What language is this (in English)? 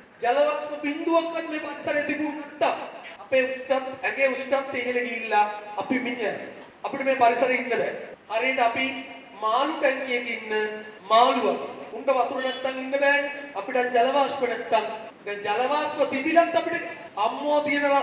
Sinhala